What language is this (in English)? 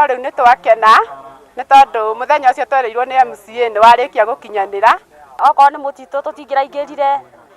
Kikuyu